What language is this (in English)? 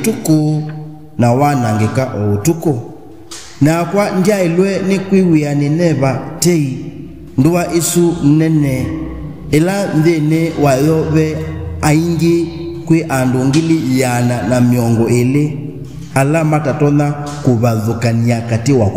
Kamba